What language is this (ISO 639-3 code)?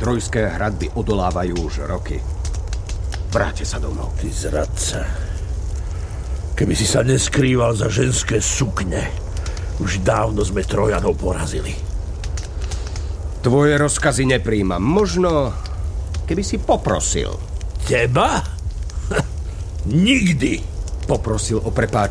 slk